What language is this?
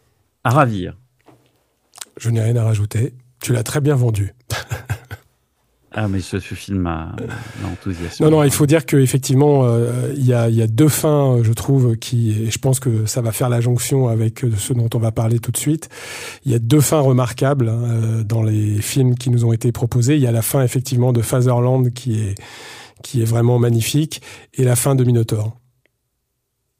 French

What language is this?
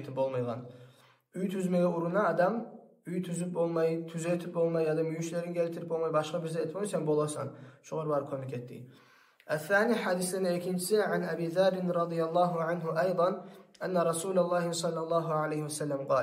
Kumyk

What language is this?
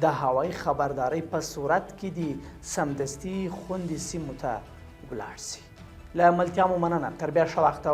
Pashto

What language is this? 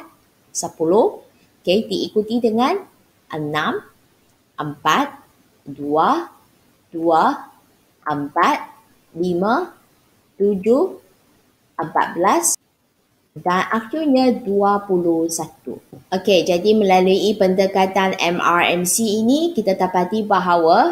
Malay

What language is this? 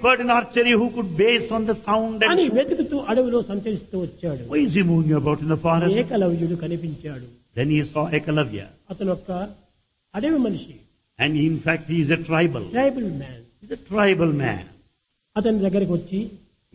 Telugu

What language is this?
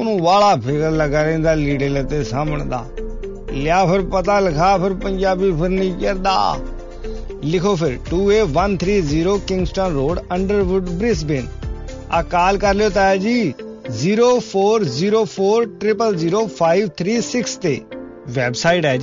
Punjabi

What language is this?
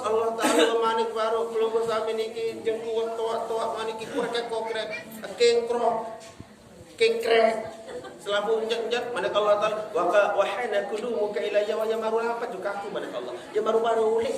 Sasak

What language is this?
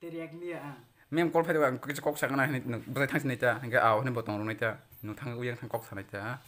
Kok Borok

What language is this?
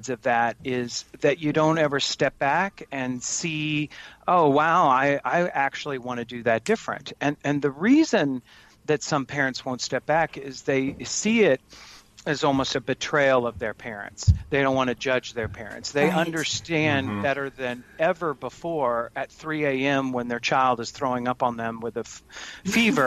English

